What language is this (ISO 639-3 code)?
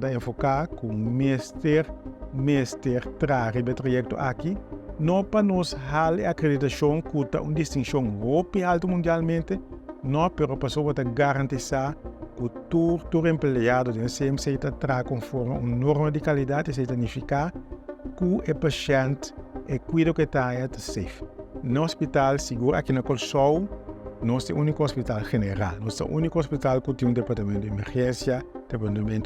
pap